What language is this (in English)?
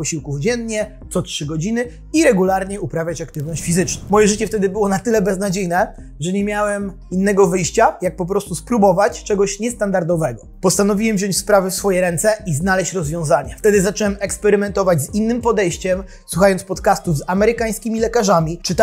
Polish